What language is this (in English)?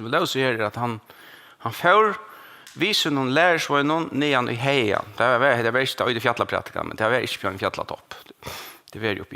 Faroese